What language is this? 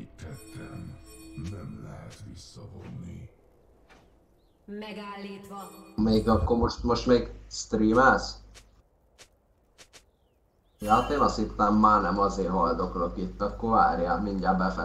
Hungarian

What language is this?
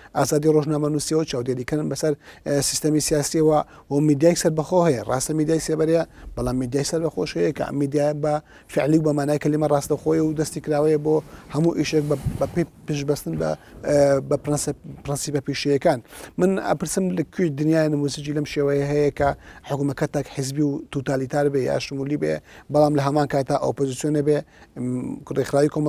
Central Kurdish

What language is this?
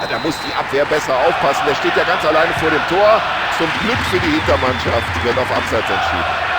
Bavarian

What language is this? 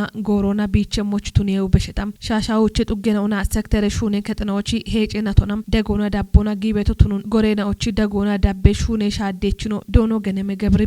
Kafa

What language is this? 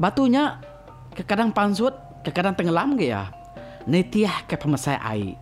Iban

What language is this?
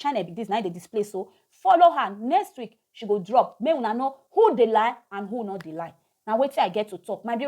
Nigerian Pidgin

